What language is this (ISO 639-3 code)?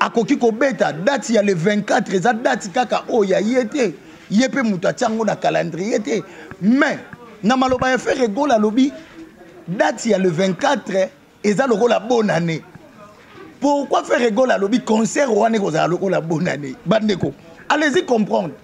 lin